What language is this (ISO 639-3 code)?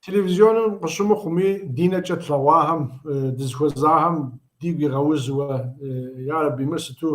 kbd